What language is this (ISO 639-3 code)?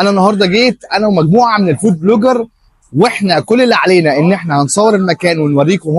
arz